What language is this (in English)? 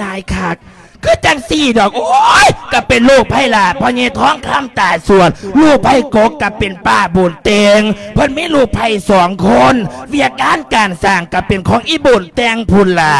Lao